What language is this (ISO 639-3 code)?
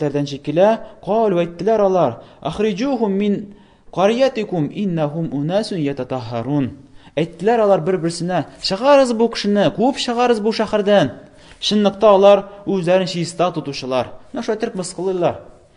tat